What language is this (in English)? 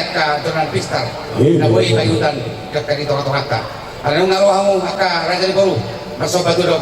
Batak Toba